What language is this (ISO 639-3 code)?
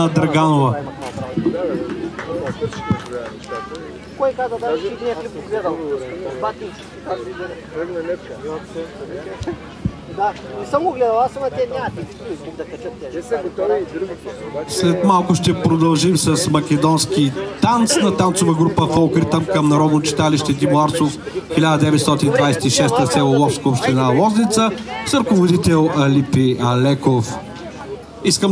bul